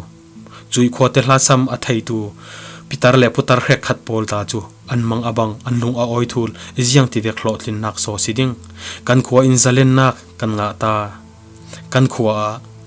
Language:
Falam Chin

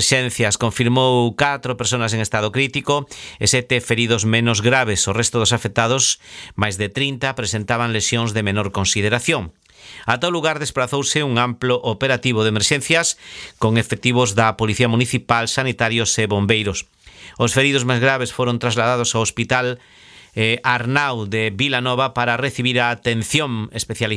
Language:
Galician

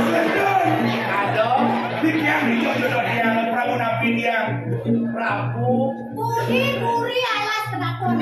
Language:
Balinese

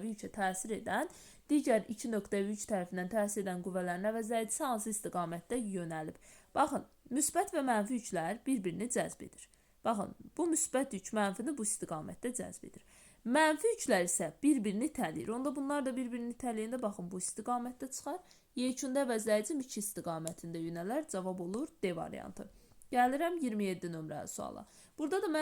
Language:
Azerbaijani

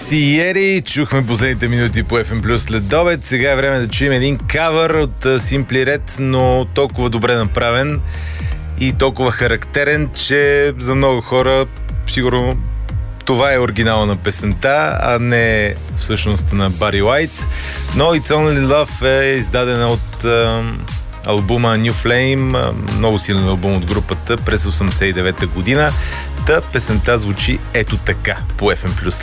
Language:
Bulgarian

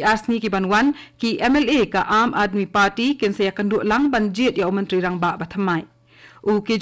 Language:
Khasi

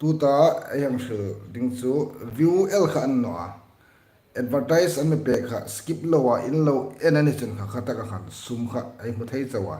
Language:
Hmar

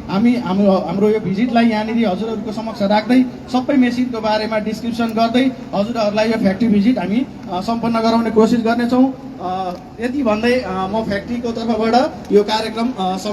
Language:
Nepali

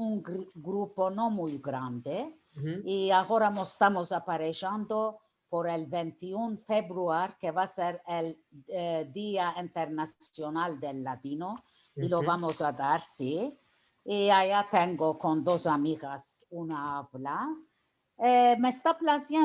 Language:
Ladino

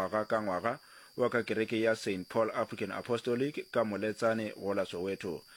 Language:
Northern Sotho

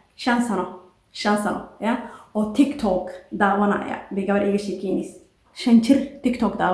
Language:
Somali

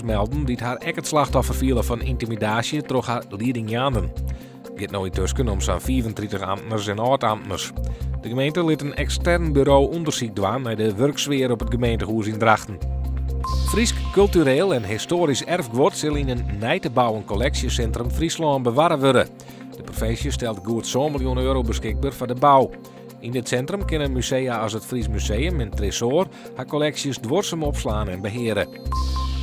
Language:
Western Frisian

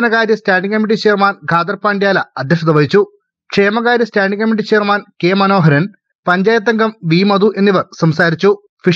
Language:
Malayalam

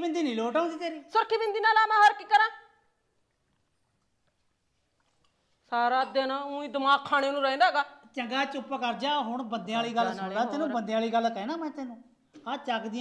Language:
Punjabi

